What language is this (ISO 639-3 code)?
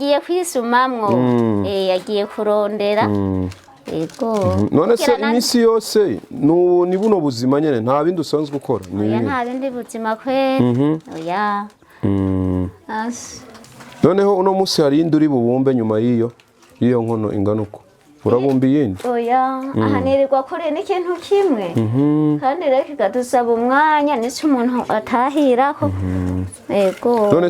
run